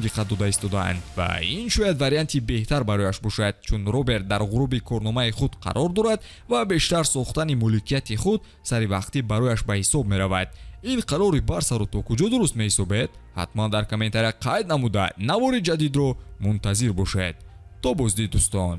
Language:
Tajik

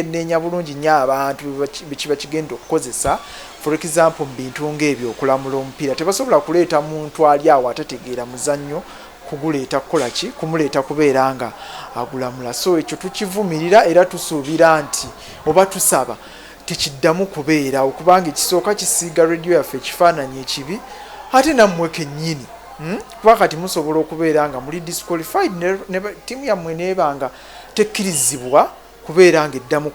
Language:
Ganda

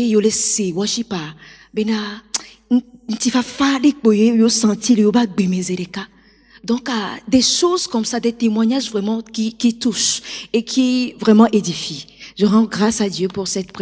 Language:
Ewe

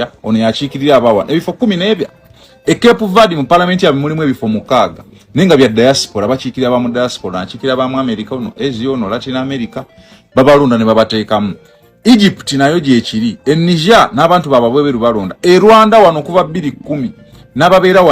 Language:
Ganda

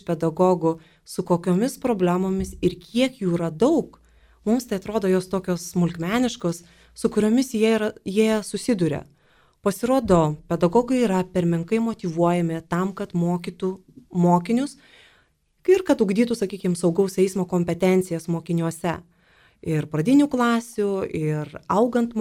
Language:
Lithuanian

